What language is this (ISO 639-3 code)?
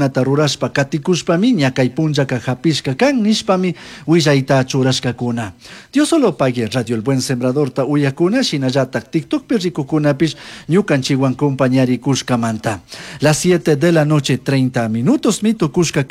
qug